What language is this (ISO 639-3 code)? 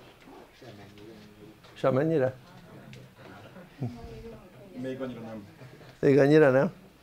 hun